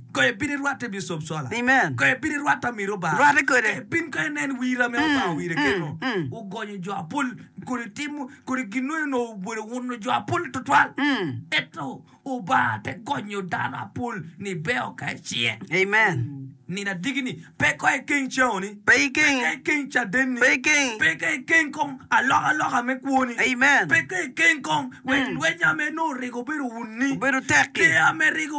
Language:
Acoli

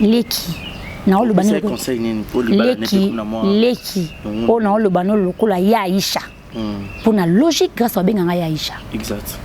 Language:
Lingala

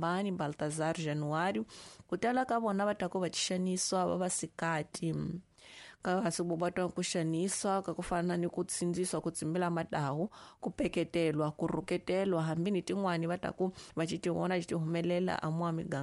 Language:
Tsonga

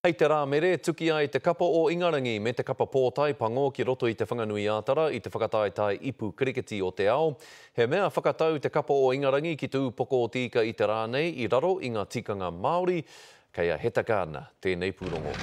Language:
Māori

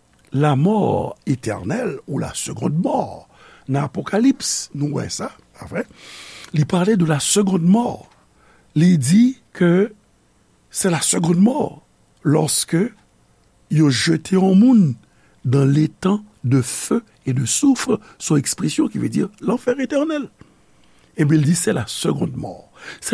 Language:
Haitian Creole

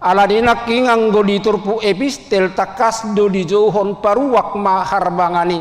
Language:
Batak Toba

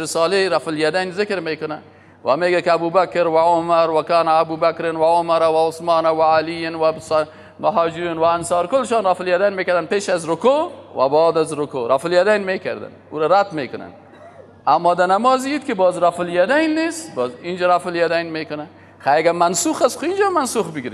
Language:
Persian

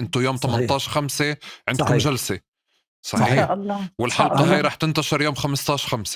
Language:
North Levantine Arabic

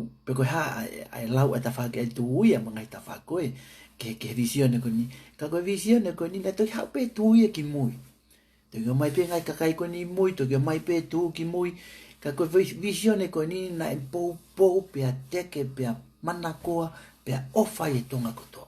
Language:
Tongan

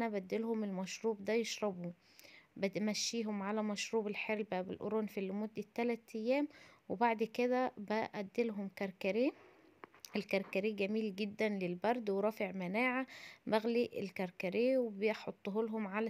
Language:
Egyptian Arabic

